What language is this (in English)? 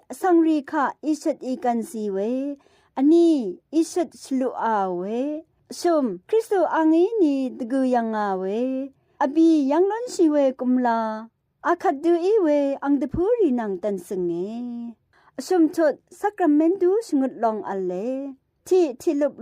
Rawang